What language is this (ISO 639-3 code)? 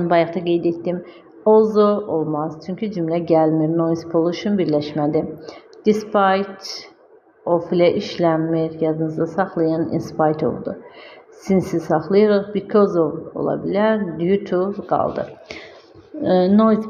aze